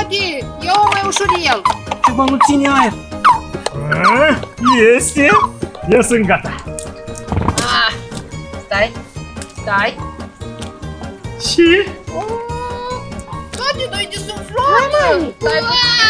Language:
Romanian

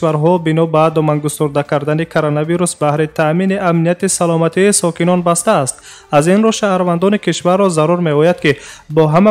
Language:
Tajik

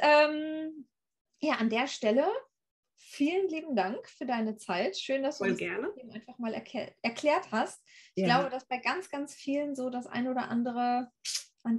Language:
German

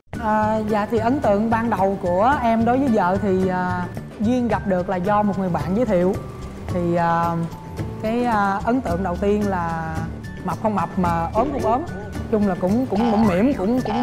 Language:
Vietnamese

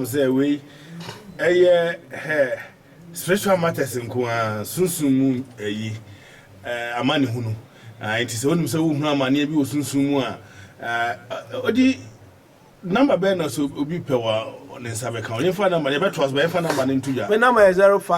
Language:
Akan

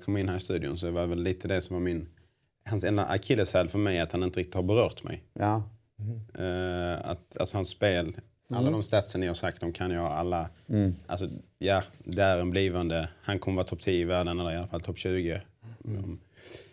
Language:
Swedish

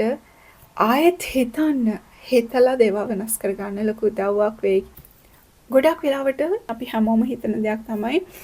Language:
Sinhala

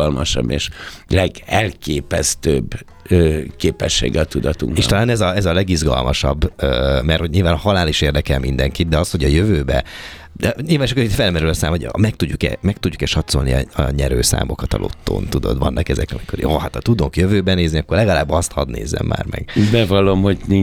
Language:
Hungarian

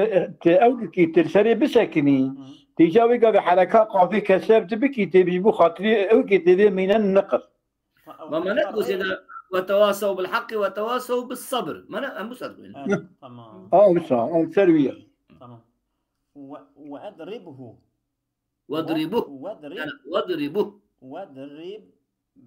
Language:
Kurdish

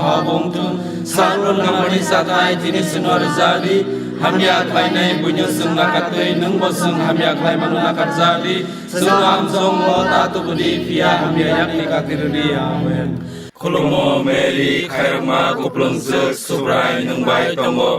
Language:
Kok Borok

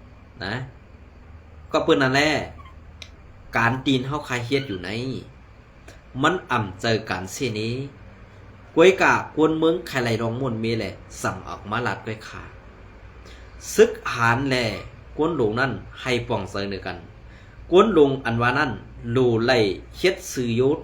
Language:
Shan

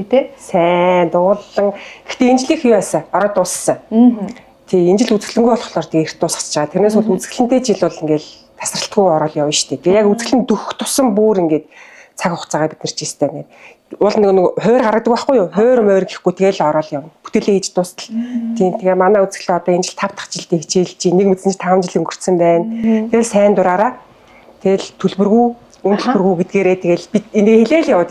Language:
Mongolian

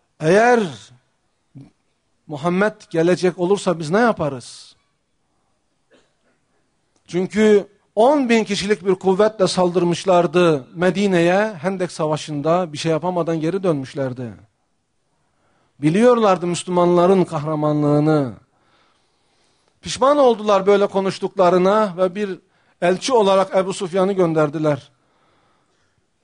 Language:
Turkish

